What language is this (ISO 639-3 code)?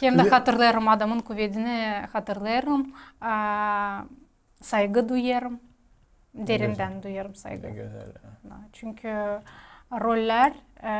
gag